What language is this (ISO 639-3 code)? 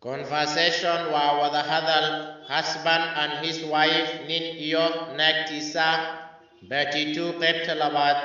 som